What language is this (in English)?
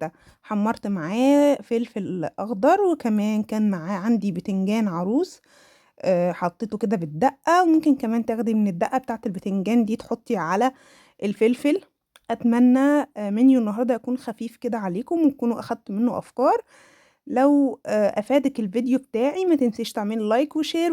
Egyptian Arabic